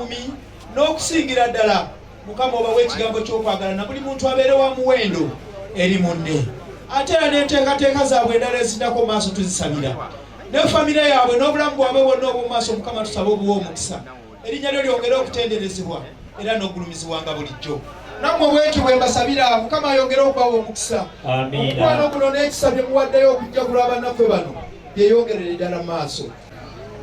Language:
Ganda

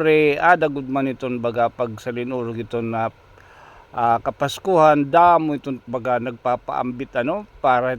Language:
Waray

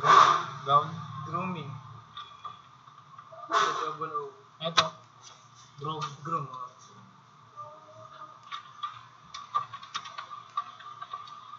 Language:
Filipino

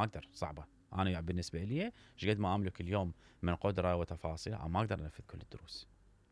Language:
Mesopotamian Arabic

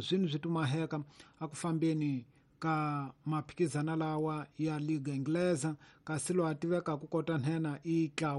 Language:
Tsonga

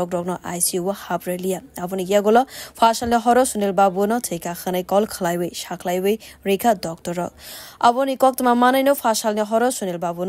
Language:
Kok Borok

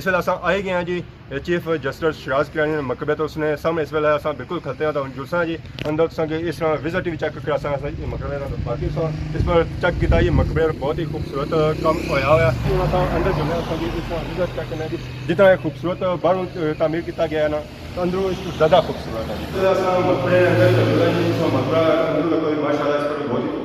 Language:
Pahari-Potwari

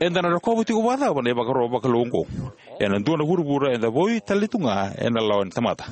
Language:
Fijian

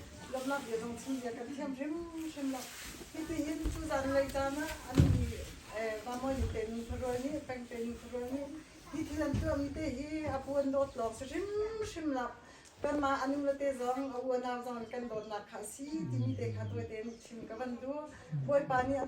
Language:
Hakha Chin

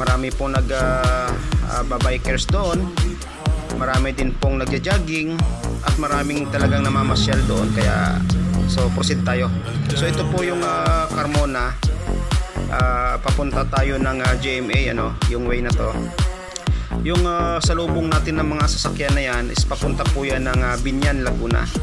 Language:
Filipino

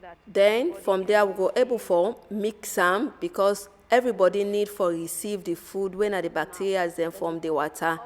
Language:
Nigerian Pidgin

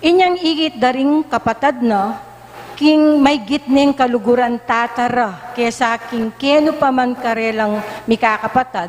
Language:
Pampanga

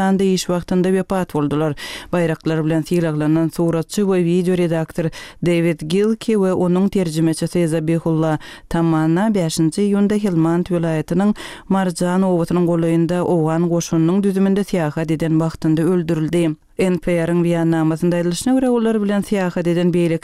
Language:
Turkmen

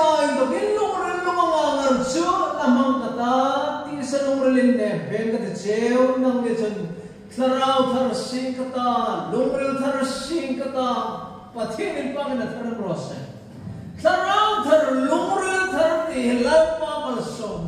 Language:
Hmar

